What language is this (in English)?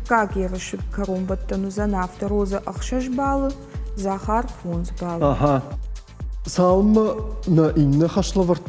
Ossetic